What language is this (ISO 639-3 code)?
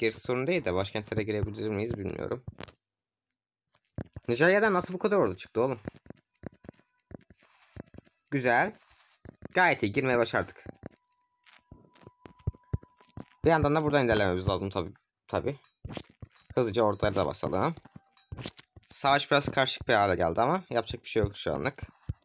tur